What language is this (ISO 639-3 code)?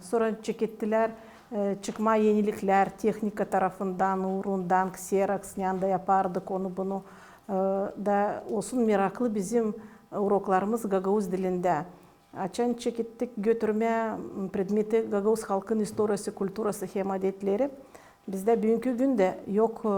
gag